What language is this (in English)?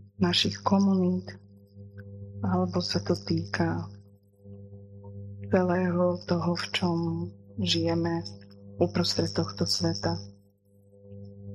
Slovak